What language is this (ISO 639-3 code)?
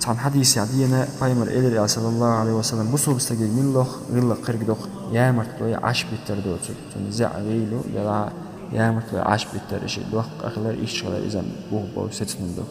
che